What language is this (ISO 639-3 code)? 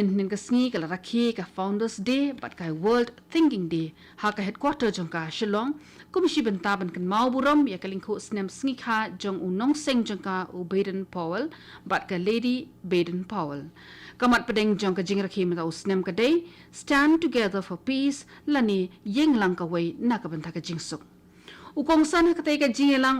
kha